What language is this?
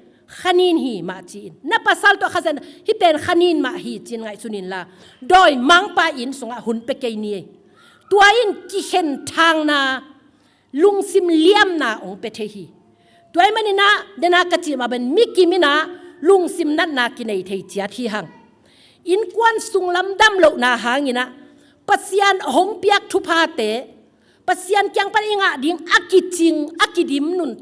Tedim Chin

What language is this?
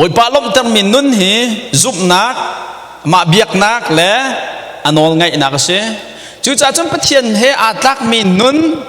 Hakha Chin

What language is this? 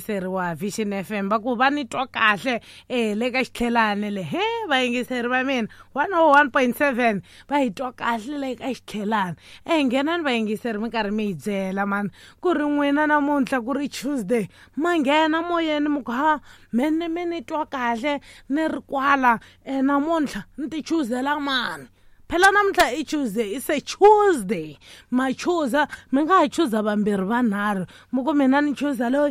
Tsonga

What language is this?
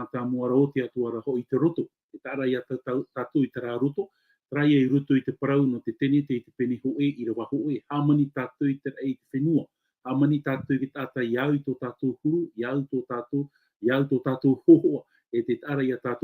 Tahitian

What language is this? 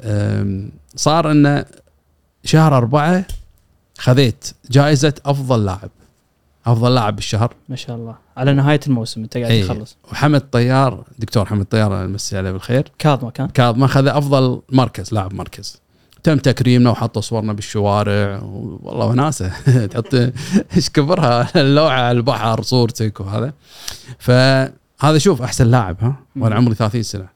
Gulf Arabic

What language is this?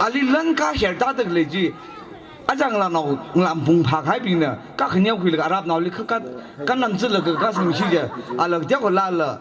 Tangkhul Naga (India)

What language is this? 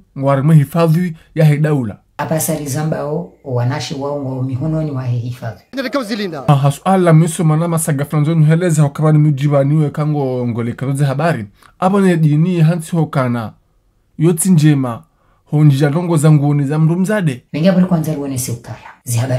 Ngazidja Comorian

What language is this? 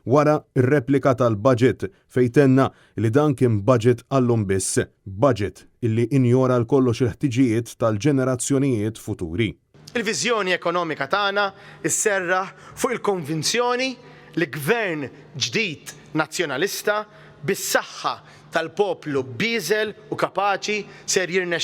Maltese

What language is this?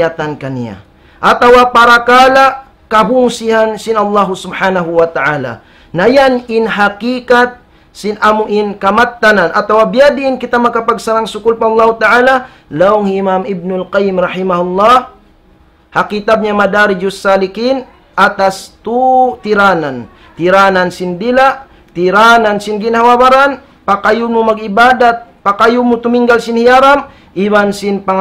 Tausug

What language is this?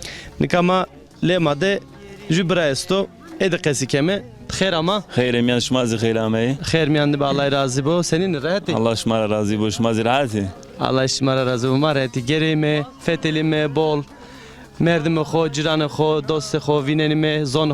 Zaza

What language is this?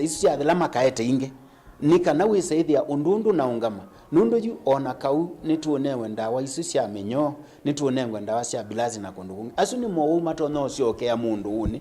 Kamba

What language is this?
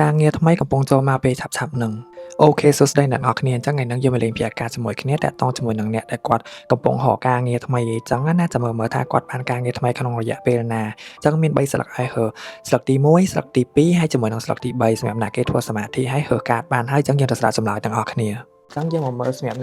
Khmer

